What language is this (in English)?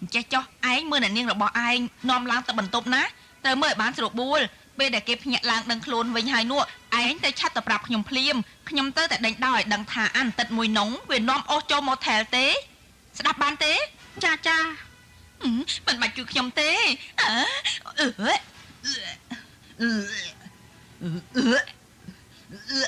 Khmer